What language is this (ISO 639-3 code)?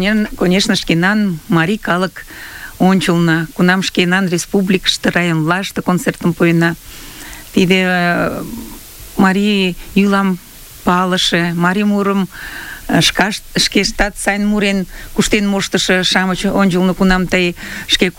chm